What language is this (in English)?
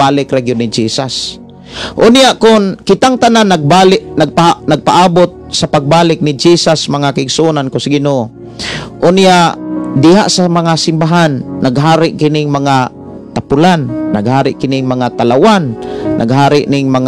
Cebuano